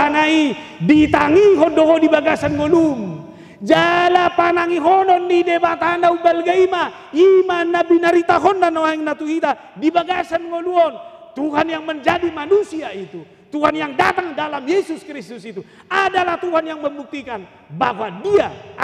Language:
Batak Toba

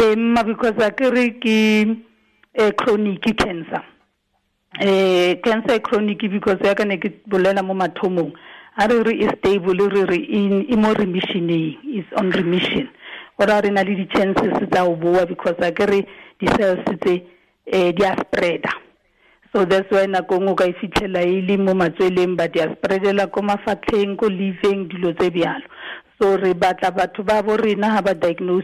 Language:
Tswana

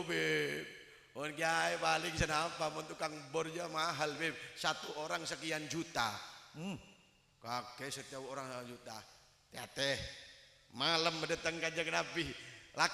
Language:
Madurese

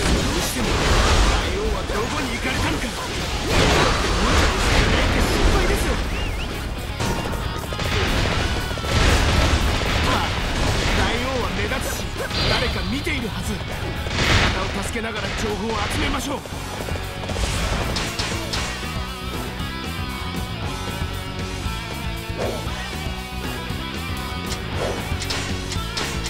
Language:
Japanese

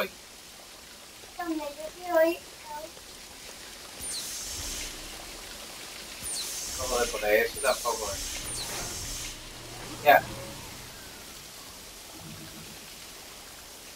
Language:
Spanish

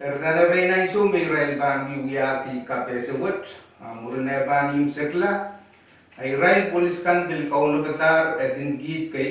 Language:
Pohnpeian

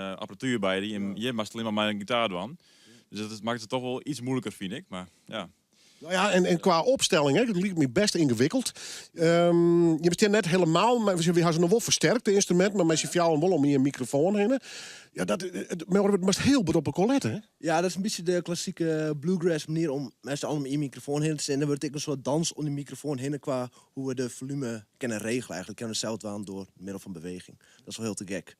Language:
Western Frisian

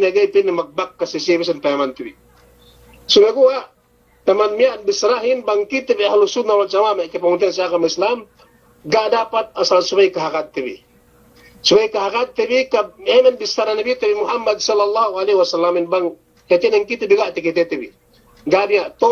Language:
Yakan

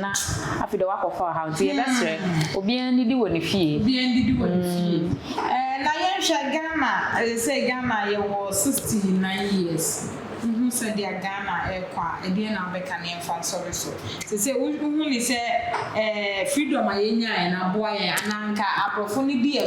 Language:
Akan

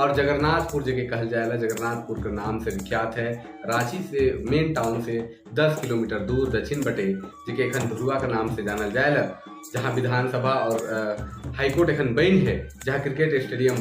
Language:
Sadri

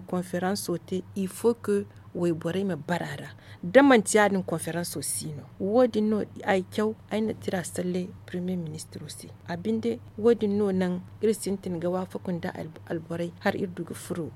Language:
Zarma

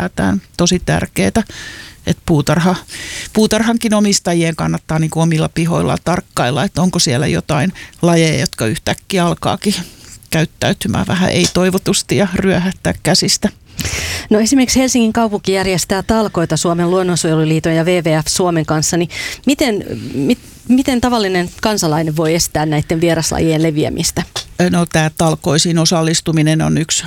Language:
Finnish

